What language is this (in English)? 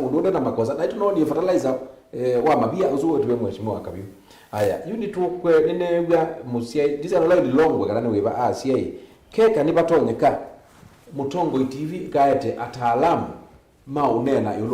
Kamba